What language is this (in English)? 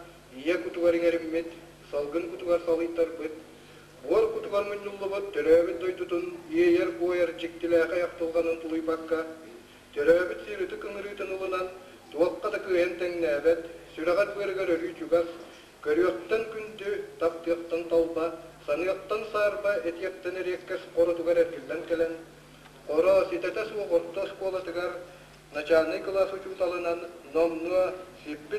Yakut